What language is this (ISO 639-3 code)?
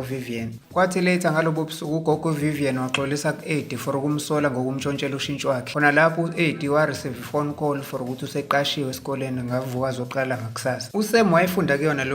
zul